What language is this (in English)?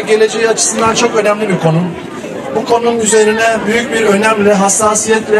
Turkish